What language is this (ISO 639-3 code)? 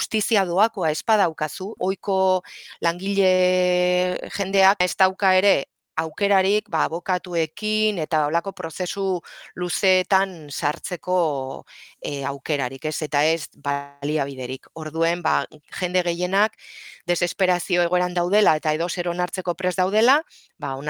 eus